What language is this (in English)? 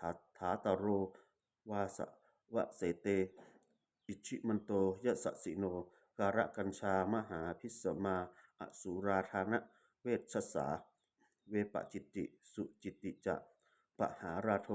Pali